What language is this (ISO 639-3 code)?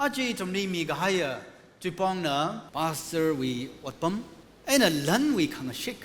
nmf